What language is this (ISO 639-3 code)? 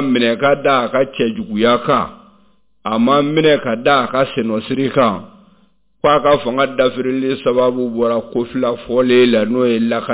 bam